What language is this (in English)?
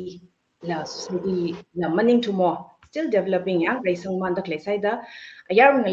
Tangkhul Naga (India)